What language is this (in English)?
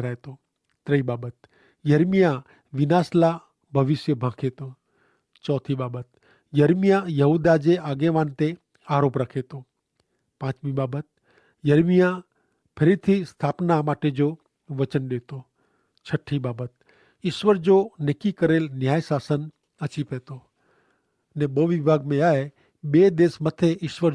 Kachhi